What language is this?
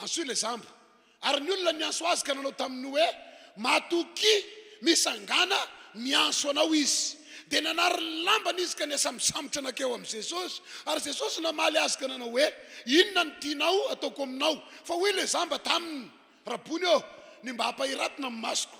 Malagasy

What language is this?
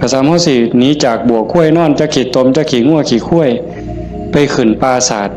Northeastern Thai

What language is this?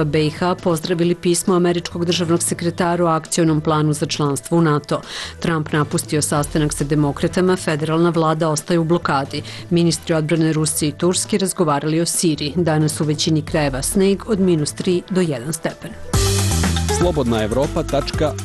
Serbian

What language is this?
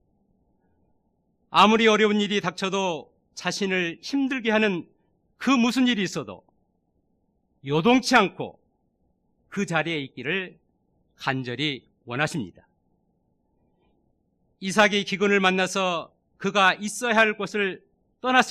Korean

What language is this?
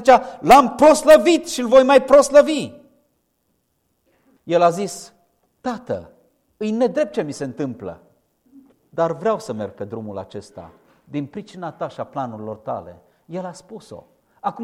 Romanian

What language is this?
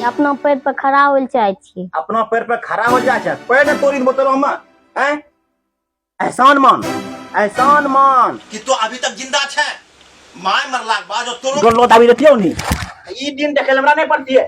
Angika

